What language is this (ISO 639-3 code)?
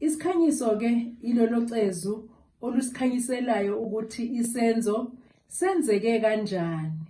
zul